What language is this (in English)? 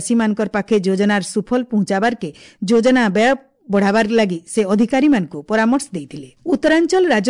Odia